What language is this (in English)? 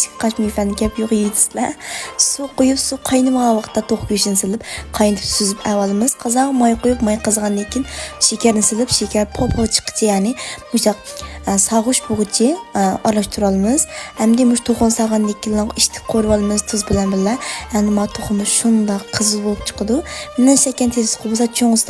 Uyghur